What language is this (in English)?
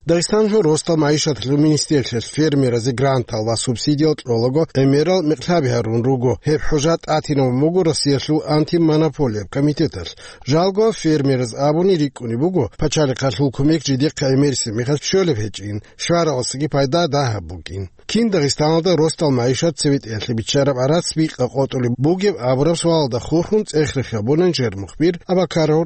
Avaric